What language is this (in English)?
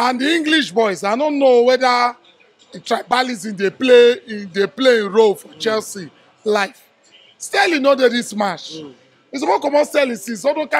Nigerian Pidgin